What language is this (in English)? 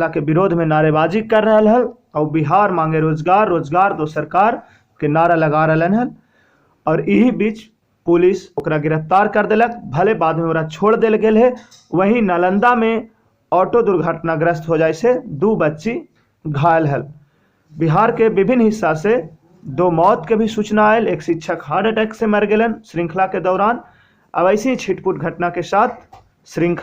Magahi